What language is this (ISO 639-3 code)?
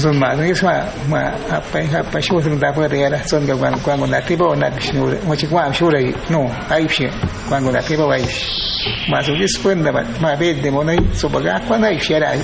kwi